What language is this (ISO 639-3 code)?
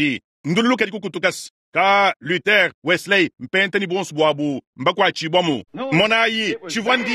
lua